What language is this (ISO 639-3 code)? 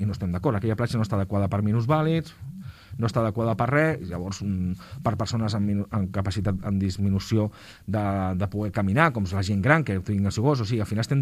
cat